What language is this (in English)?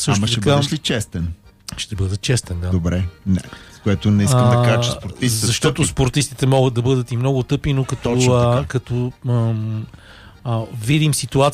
Bulgarian